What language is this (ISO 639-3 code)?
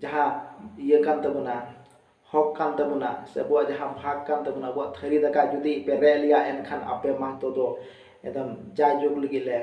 sat